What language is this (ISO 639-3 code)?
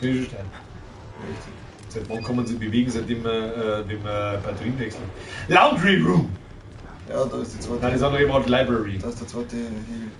bar